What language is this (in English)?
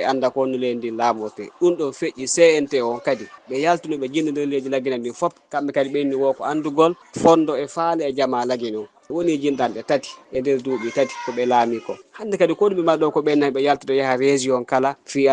Fula